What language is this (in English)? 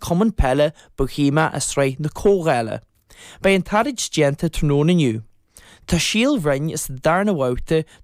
Irish